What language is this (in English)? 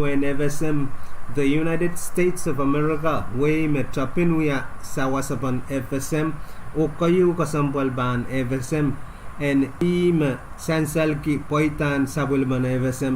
Pohnpeian